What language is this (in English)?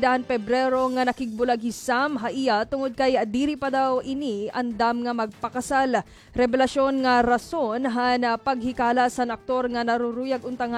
Waray